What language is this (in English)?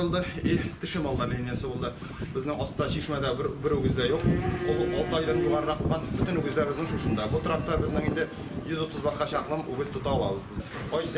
Tatar